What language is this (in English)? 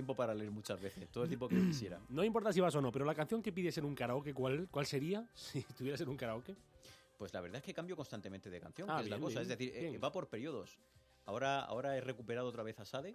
Spanish